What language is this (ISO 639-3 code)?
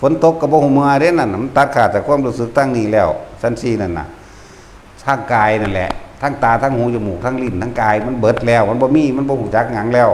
tts